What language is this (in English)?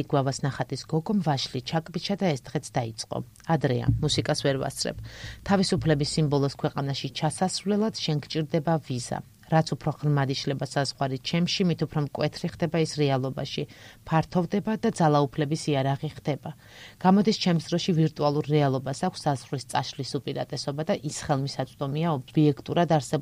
Georgian